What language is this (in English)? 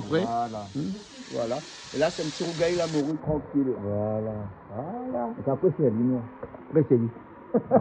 Réunion Creole French